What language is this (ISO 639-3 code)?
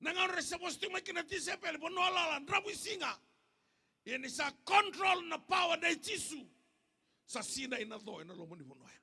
fij